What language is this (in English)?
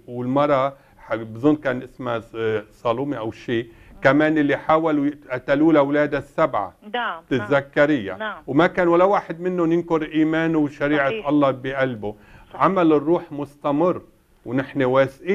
North Levantine Arabic